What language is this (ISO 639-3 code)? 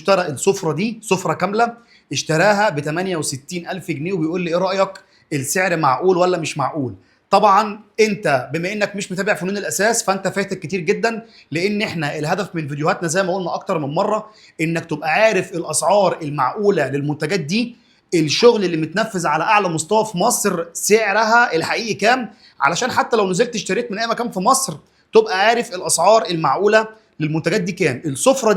arz